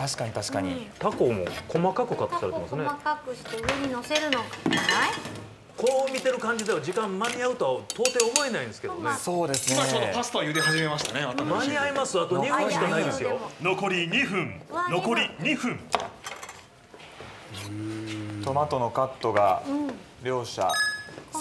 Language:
Japanese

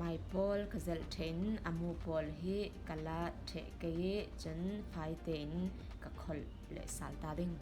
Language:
Falam Chin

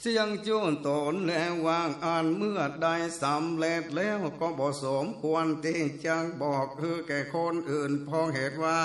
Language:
Northern Thai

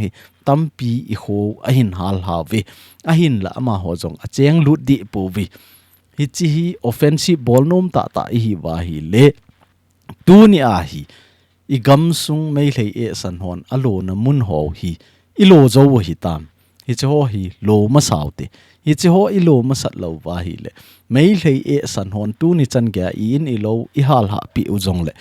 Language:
Thado Chin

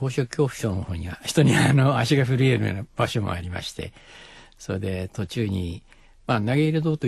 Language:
Japanese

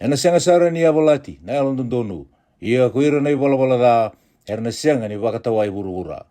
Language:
Fijian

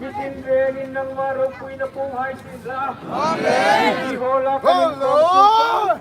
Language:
Hmar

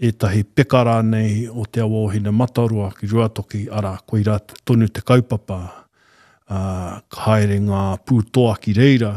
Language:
Māori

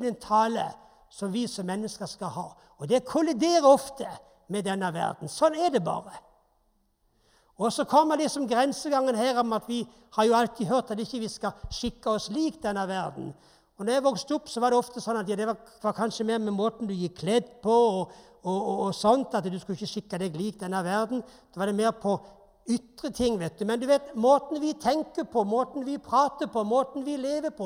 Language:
Norwegian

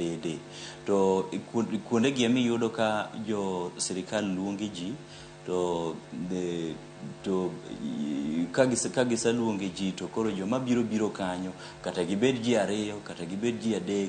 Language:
Luo (Kenya and Tanzania)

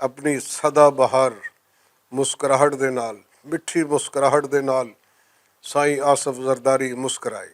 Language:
Western Panjabi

